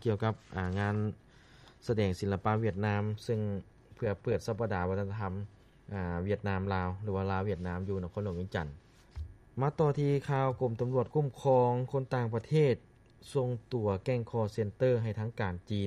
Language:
Lao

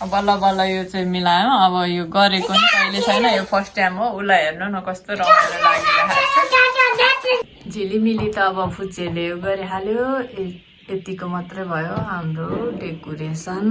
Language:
Nepali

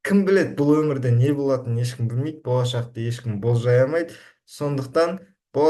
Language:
Kazakh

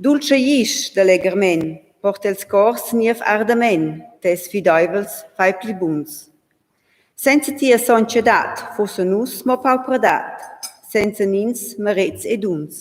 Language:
Romansh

